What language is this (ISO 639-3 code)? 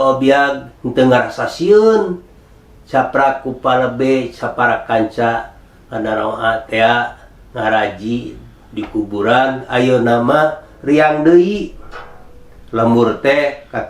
sun